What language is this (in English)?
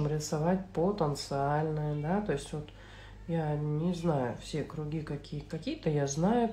Russian